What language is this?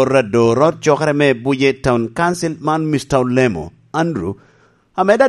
Lango (Uganda)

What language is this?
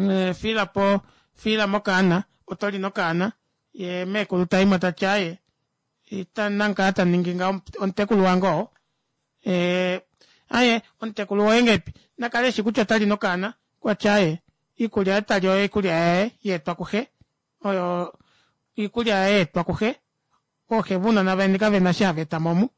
Kuanyama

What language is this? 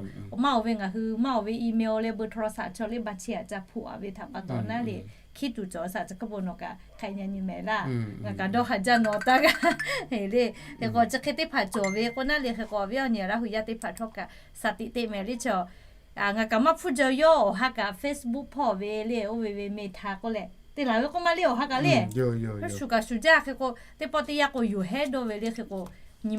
Lahu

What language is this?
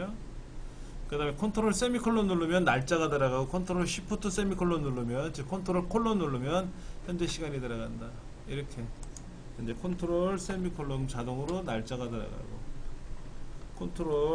Korean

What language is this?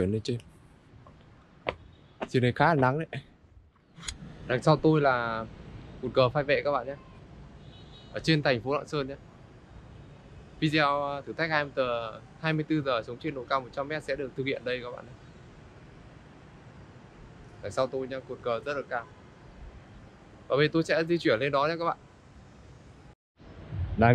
Vietnamese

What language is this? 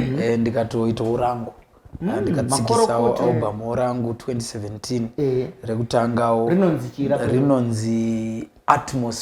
Shona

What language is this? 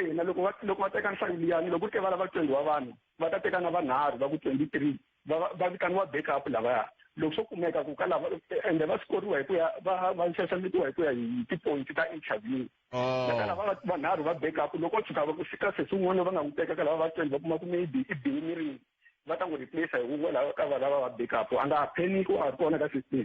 Tsonga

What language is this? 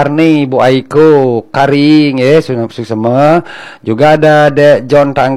Balinese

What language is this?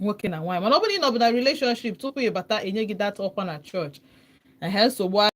Igbo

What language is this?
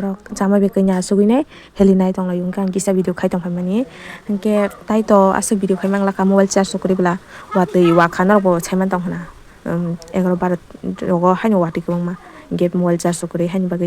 Kok Borok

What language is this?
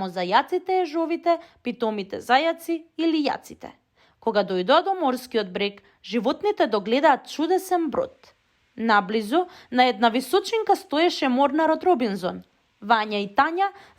Macedonian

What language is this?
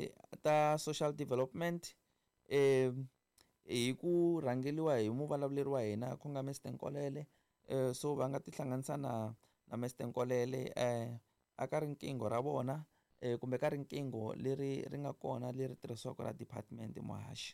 Tsonga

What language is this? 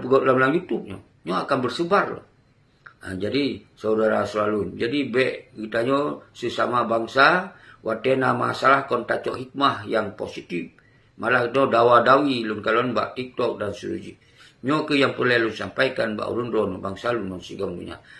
Achinese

